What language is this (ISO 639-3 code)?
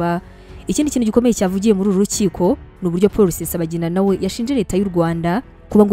kin